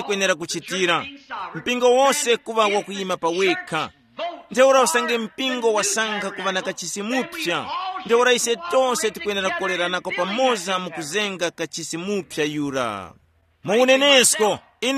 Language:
Tumbuka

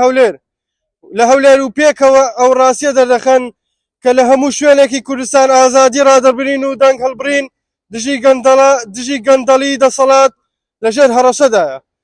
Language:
Central Kurdish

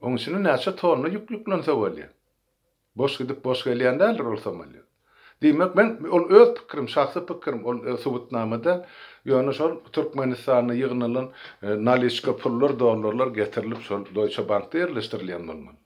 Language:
Turkmen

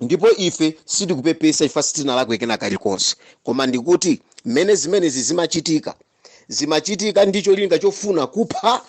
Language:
Nyanja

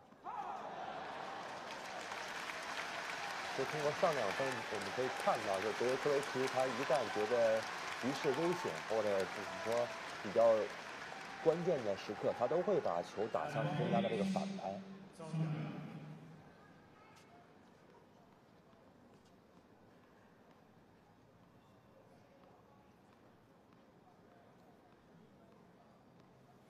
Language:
Chinese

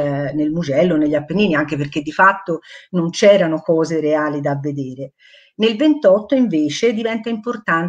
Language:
Italian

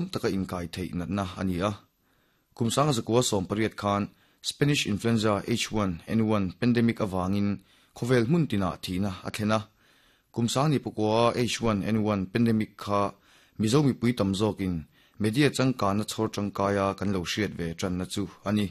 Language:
Mizo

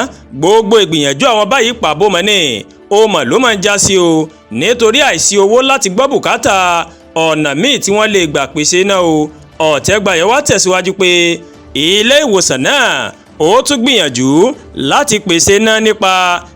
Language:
Yoruba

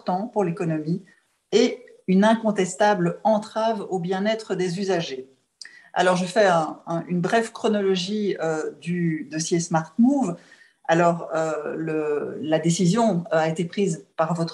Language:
French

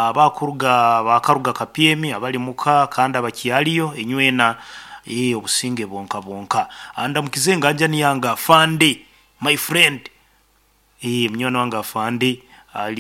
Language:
Nyoro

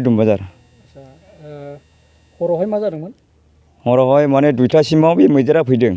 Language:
Bodo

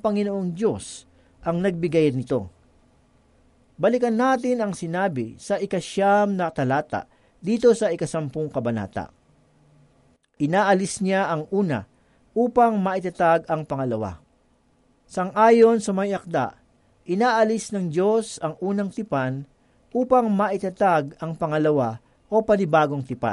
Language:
Filipino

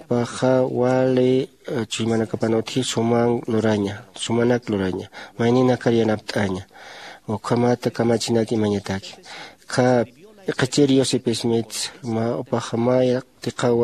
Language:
Aymara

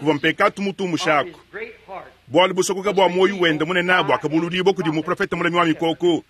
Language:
Luba-Lulua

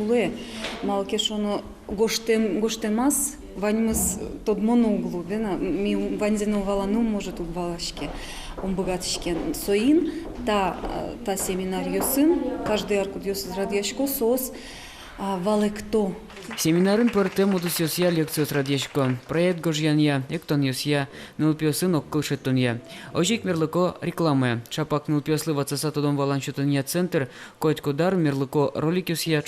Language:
Udmurt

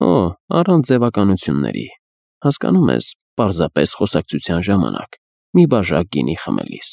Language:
Armenian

